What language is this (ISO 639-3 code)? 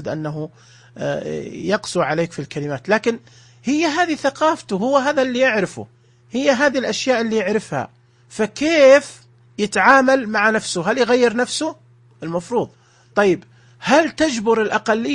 ars